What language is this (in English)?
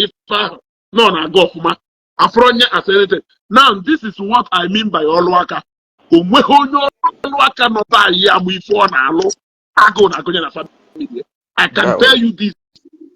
Igbo